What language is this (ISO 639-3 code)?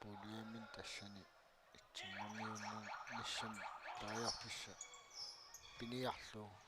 kal